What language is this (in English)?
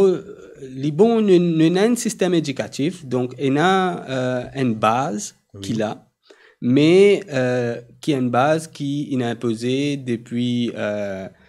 Morisyen